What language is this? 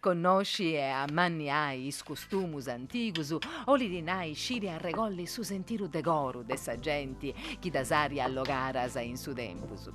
Sardinian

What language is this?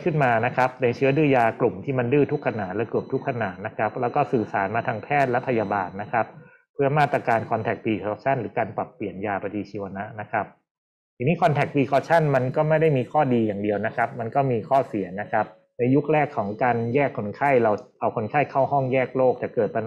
Thai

